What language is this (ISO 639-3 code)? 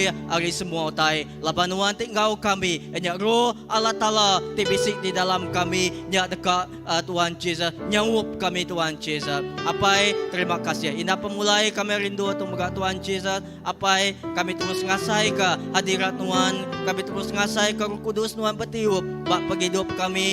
iba